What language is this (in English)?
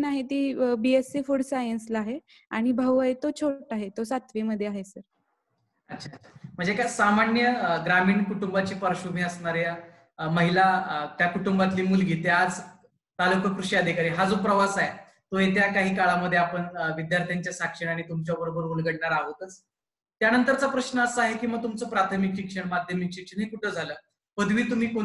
Marathi